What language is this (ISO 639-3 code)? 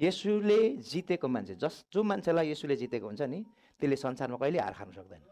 nep